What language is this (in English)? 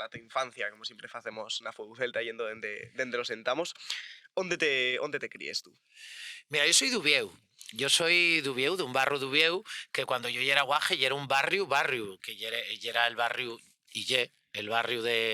Asturian